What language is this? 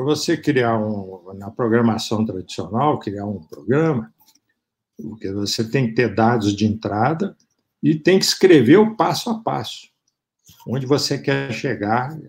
Portuguese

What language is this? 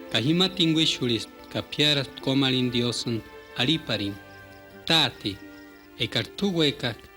Purepecha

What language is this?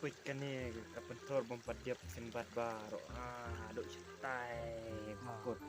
Khasi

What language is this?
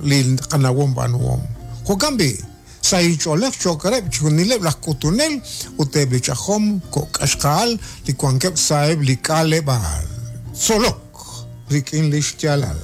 Kekchí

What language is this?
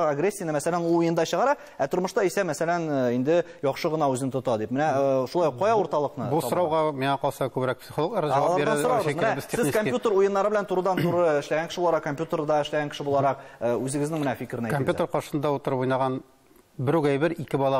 Tatar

